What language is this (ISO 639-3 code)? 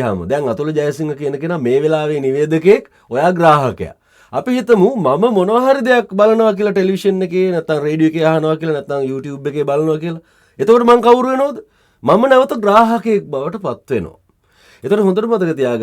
sin